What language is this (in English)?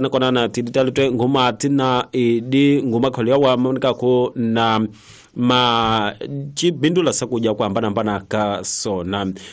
Tsonga